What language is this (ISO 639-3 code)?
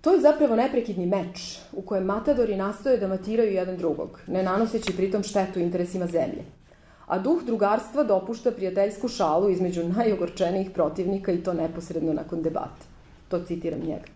srp